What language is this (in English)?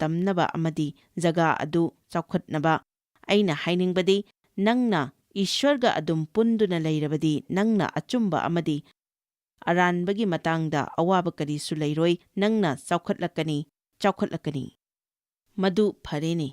Manipuri